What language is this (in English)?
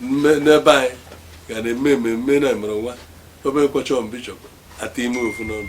Igbo